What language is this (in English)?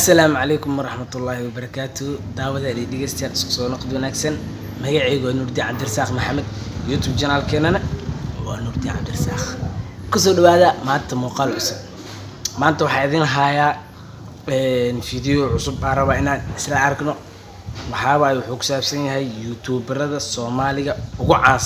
Somali